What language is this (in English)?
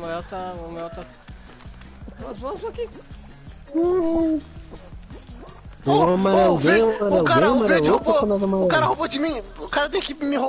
Portuguese